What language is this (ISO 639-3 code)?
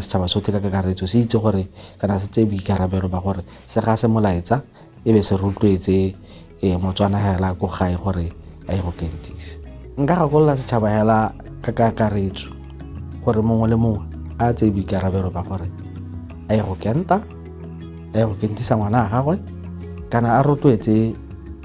tsn